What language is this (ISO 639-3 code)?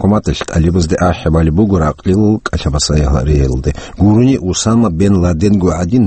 ava